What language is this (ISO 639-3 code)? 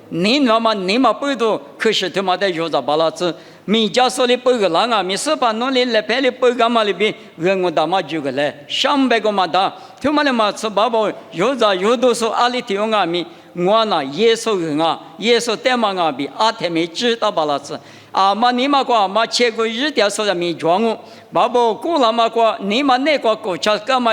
lis